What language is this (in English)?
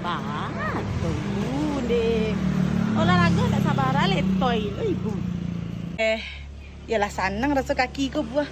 Minangkabau